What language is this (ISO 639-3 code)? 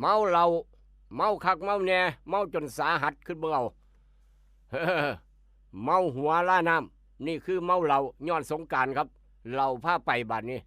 lao